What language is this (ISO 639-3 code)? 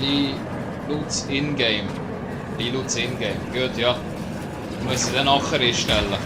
gsw